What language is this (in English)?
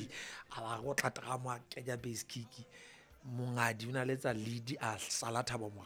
Southern Sotho